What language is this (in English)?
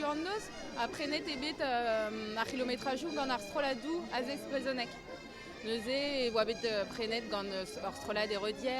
Breton